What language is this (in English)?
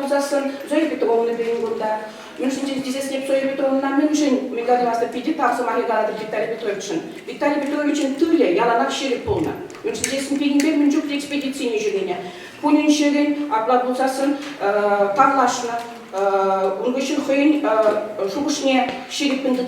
Chuvash